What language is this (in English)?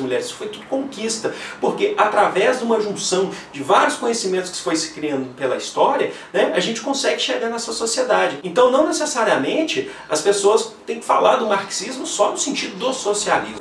Portuguese